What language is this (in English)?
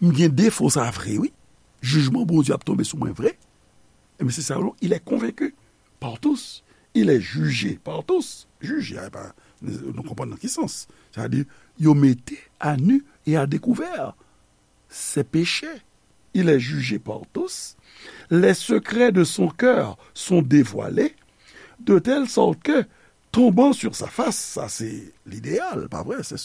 Haitian Creole